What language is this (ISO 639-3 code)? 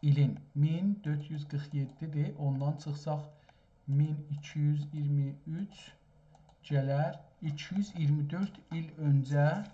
azb